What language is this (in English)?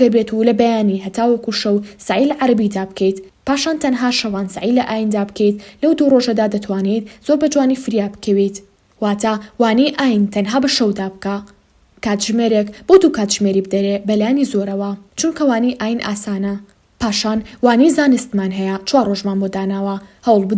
Central Kurdish